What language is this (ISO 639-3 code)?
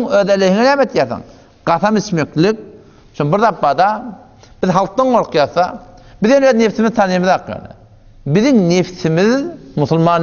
tuk